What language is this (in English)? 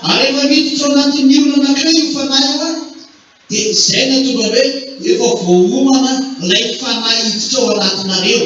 Malagasy